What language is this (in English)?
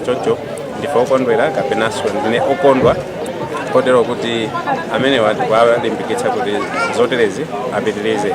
Nyanja